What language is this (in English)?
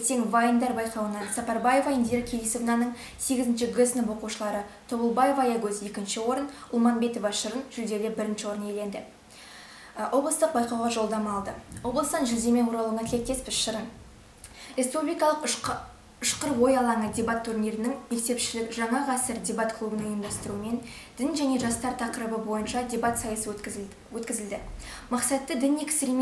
Kazakh